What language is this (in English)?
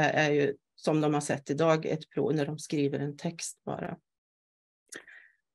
Swedish